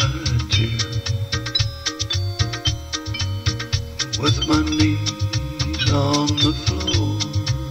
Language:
English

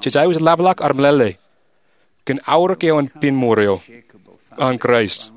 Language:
Marshallese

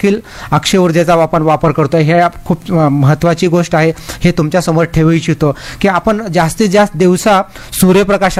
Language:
Marathi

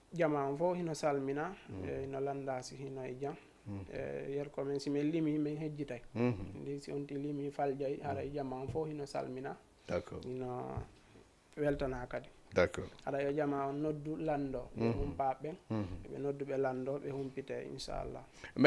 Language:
Fula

